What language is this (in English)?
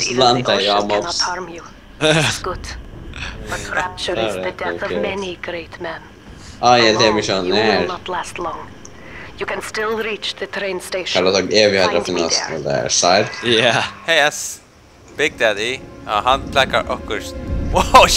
Faroese